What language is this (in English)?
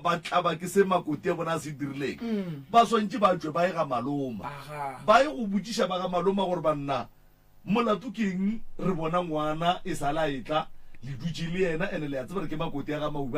Northern Sotho